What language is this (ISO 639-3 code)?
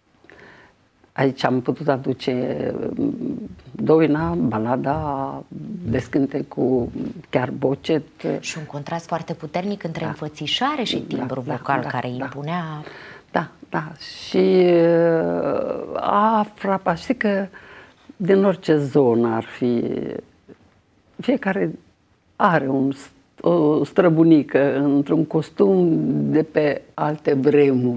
ron